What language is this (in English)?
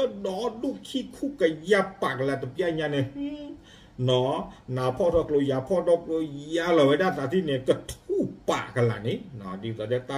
S'gaw Karen